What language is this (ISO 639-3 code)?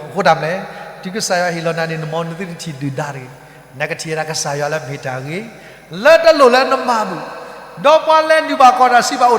ksw